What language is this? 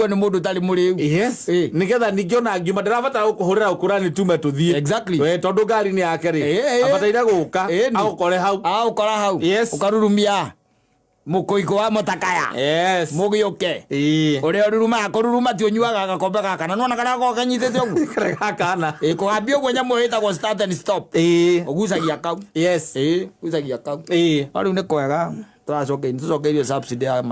Kikuyu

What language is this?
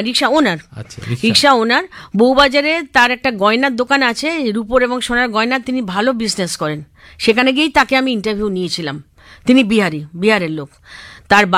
Bangla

